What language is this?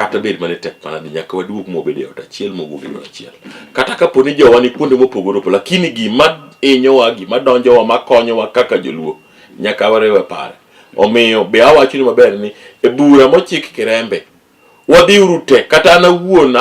Luo (Kenya and Tanzania)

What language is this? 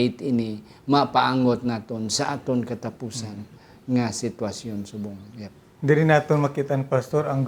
Hiligaynon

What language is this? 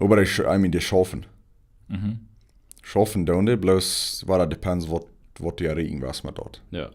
Plautdietsch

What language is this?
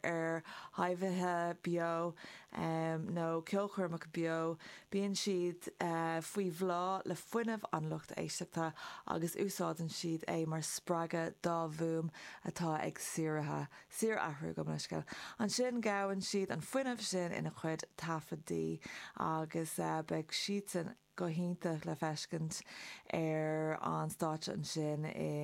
Irish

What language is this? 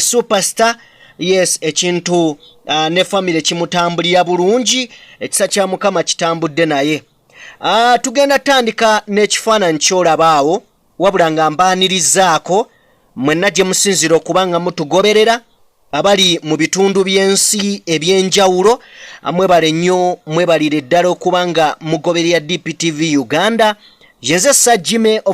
Ganda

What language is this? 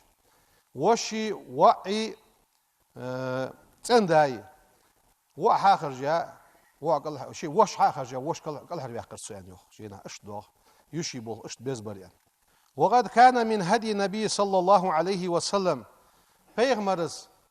Ingush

